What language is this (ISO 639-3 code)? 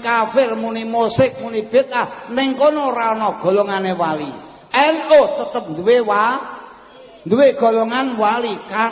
jav